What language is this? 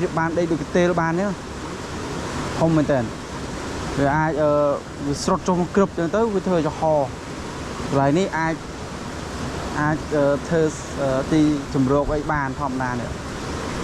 Khmer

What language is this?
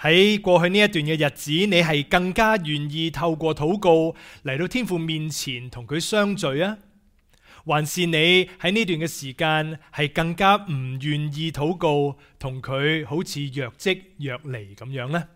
Cantonese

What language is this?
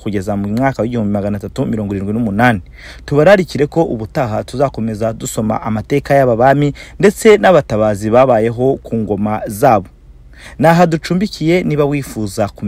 Kinyarwanda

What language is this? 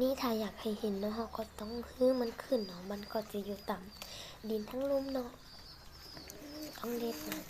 Lao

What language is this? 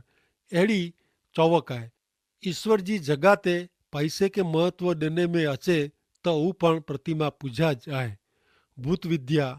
Kachhi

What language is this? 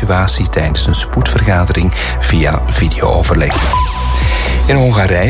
Dutch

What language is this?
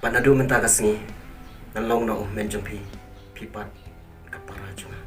Khasi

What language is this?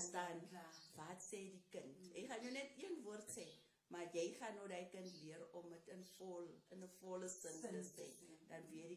Afrikaans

